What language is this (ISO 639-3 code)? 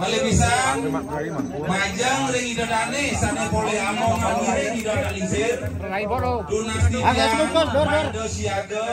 ban